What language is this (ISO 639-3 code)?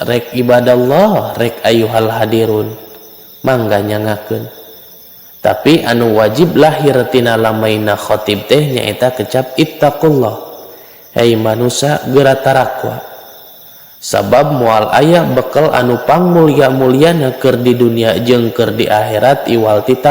sun